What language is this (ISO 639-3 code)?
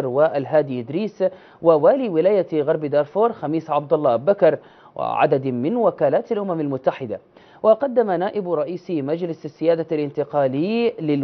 ara